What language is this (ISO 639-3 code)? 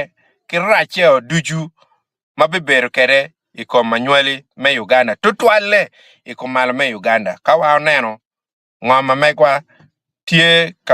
ach